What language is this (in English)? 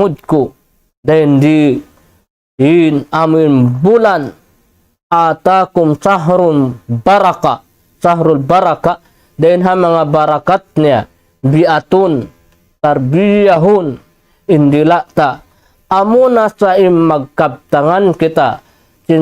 Tausug